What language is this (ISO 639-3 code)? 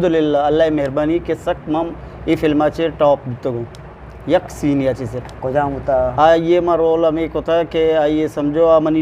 bgp